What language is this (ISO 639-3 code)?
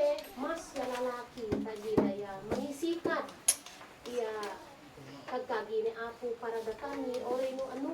isd